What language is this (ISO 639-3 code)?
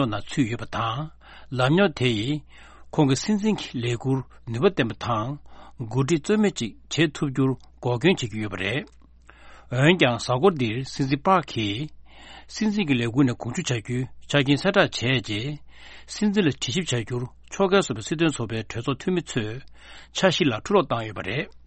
bod